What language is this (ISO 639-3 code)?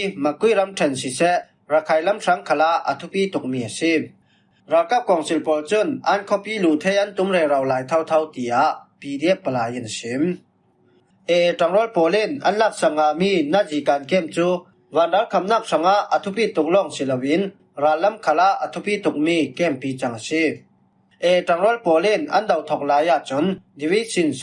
cfm